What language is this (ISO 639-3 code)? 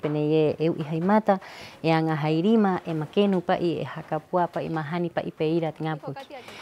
rap